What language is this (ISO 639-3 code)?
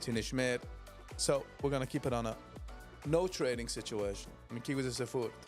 yid